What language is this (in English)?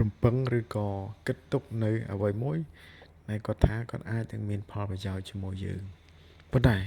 Khmer